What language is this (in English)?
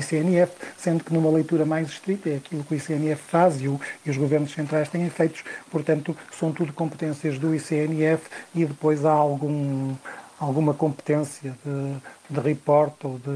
Portuguese